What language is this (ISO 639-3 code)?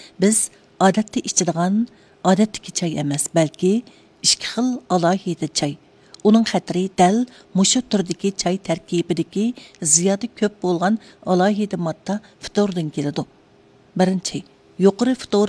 uig